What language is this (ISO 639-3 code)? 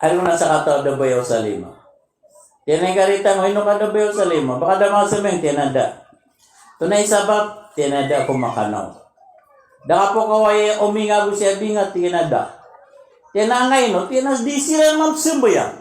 mrw